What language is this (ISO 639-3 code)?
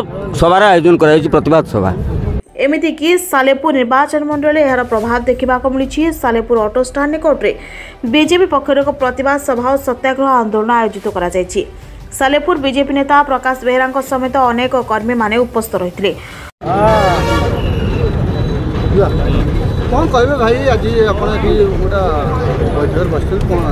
ori